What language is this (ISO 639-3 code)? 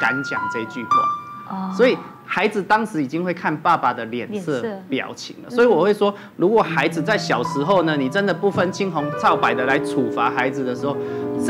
zho